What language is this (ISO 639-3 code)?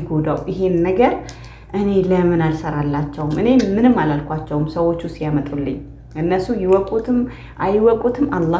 amh